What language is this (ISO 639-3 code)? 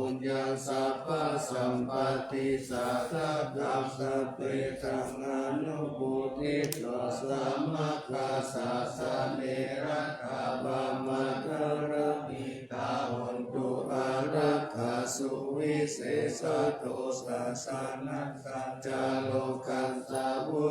pli